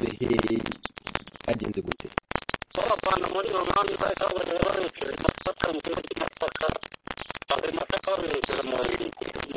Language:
Kinyarwanda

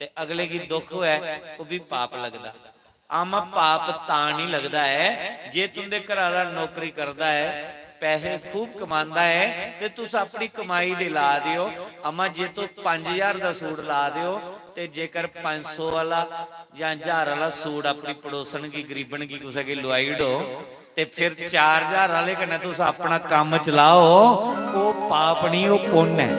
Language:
Dogri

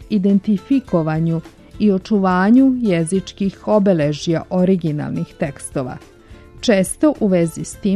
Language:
Serbian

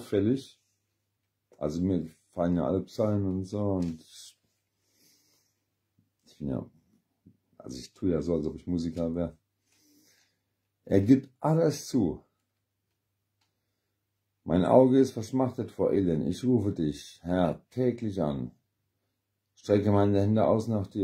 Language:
German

